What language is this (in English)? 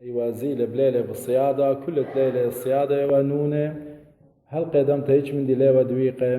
Assyrian Neo-Aramaic